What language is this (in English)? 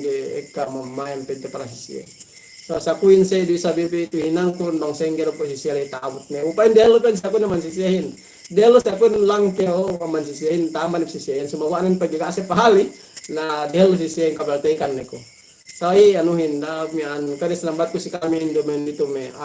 Yakan